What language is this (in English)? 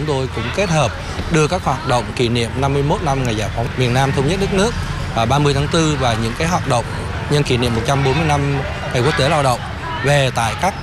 Vietnamese